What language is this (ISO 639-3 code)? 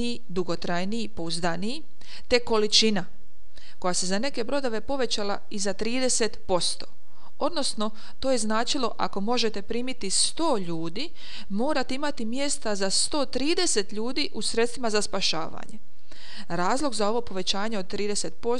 hrv